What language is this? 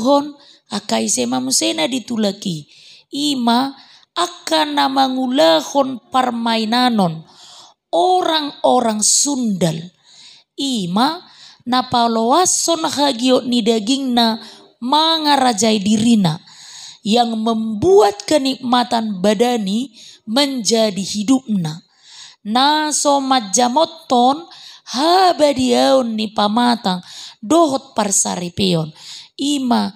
Batak Toba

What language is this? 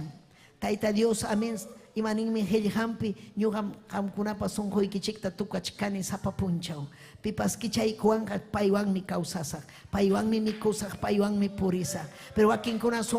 Ayacucho Quechua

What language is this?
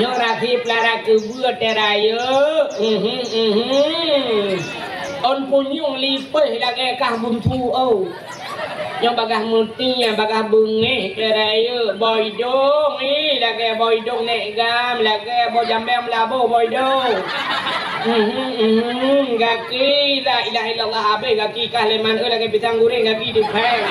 Achinese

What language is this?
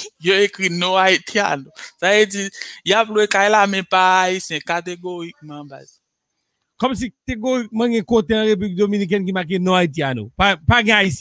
Haitian Creole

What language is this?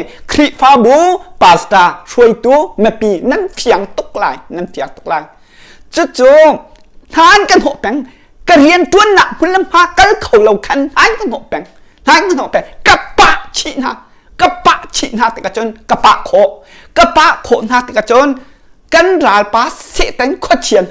Hakha Chin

